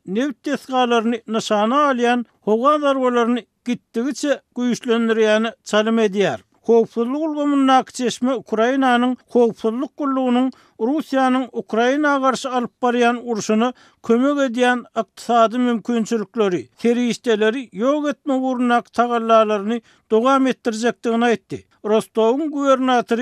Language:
Turkmen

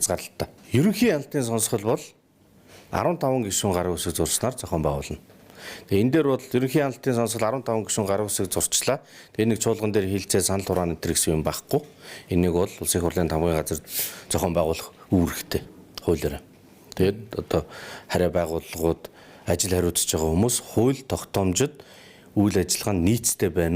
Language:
Mongolian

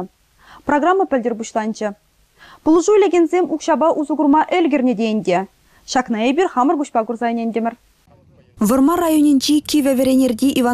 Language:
Chuvash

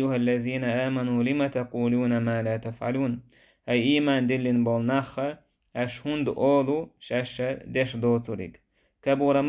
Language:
Chechen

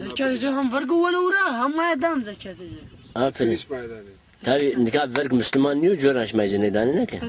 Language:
Zaza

